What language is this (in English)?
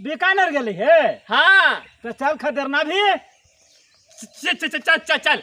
Magahi